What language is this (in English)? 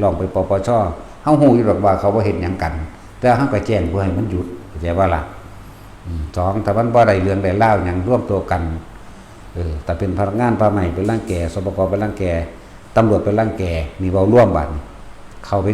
Northeastern Thai